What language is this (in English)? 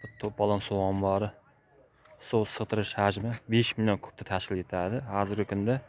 Uzbek